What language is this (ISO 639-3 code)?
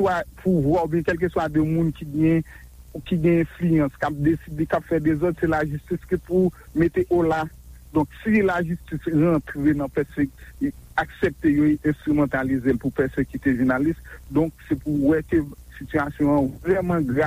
hat